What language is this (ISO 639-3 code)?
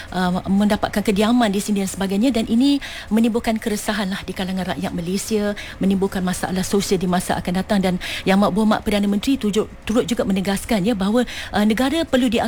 msa